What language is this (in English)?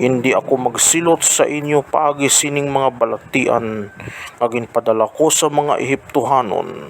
Hiligaynon